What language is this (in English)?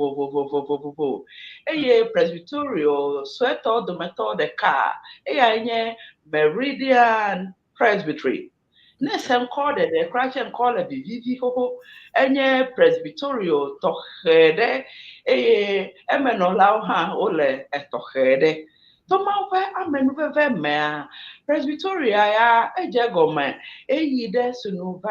Ewe